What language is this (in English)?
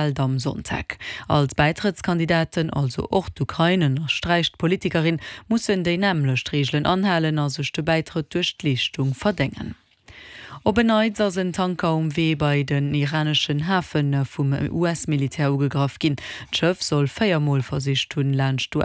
Luxembourgish